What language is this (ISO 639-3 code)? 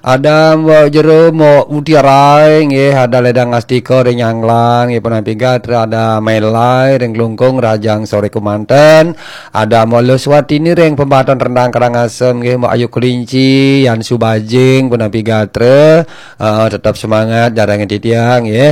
ban